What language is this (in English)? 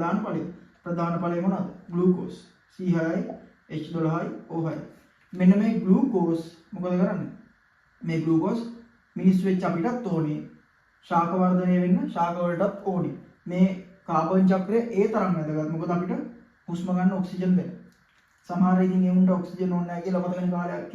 Sinhala